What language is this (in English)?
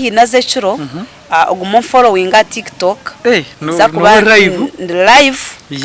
Nyankole